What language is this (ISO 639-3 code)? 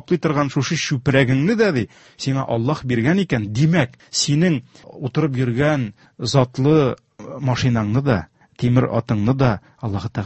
tat